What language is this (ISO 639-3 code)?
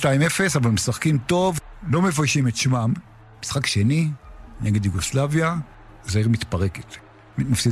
heb